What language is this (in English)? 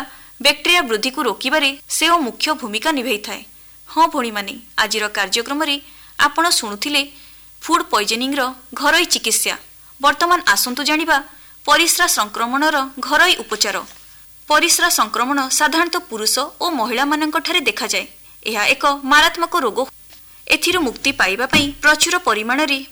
Odia